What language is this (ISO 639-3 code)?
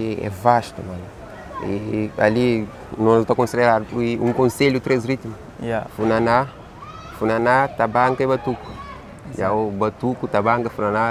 kea